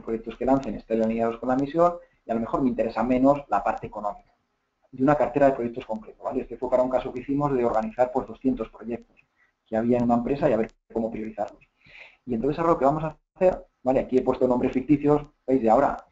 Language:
Spanish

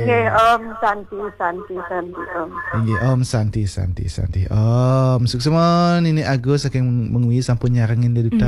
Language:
Balinese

